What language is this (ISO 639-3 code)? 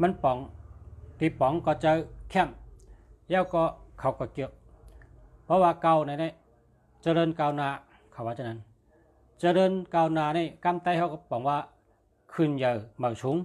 shn